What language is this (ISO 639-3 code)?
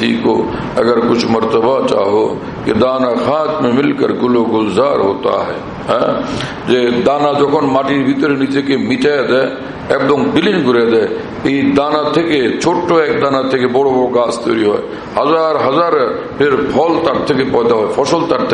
ben